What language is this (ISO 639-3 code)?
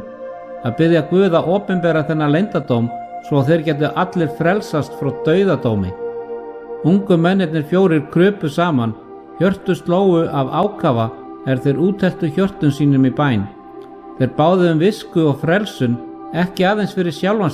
isl